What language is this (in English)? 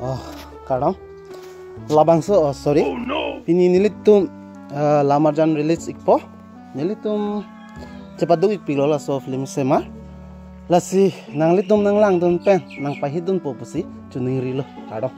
Karbi